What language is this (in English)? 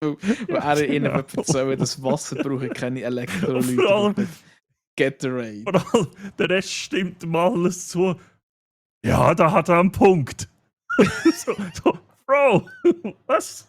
Swiss German